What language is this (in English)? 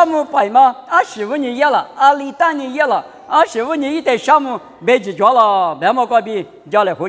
Lisu